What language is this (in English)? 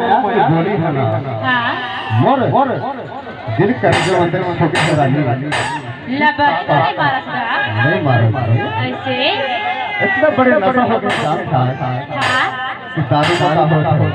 Chhattisgarhi